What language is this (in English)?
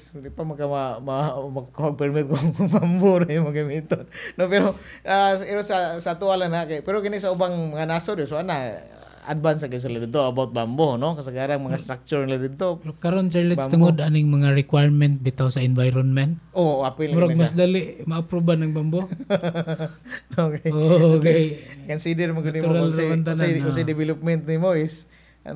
Cebuano